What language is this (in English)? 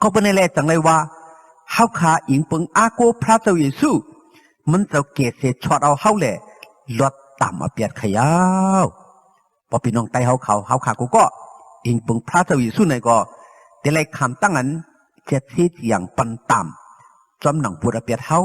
Shan